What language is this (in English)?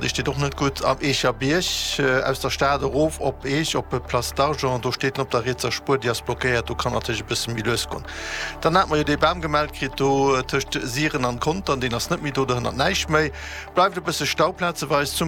Luxembourgish